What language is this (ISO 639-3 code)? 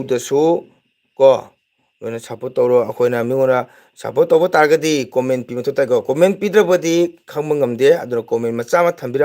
mni